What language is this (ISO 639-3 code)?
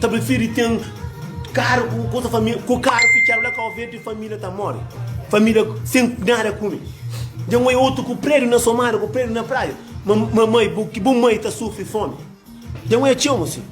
kea